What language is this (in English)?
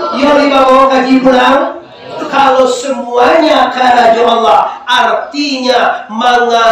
Minangkabau